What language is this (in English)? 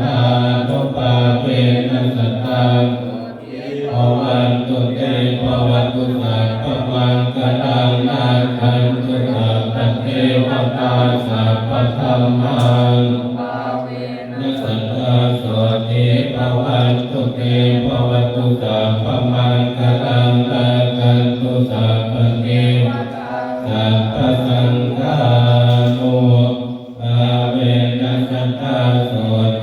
Pali